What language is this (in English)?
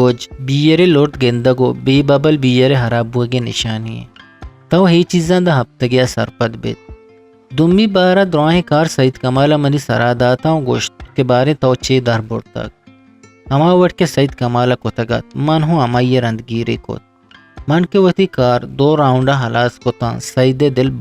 Eastern Balochi